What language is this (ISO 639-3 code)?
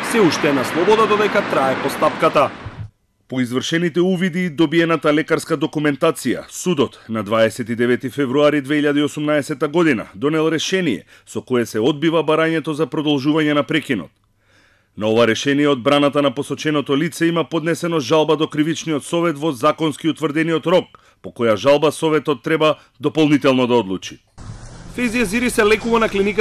mkd